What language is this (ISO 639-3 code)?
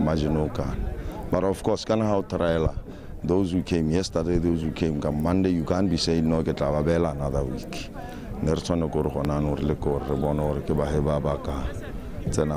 tsn